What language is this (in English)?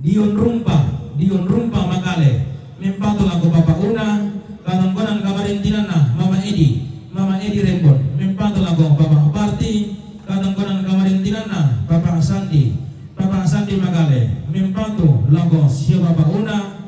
Toraja-Sa'dan